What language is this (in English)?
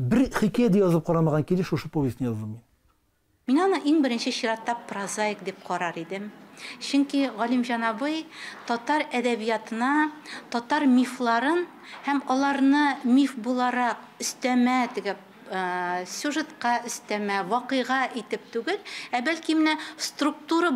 Tatar